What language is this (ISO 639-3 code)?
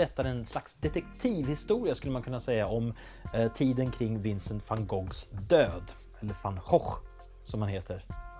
swe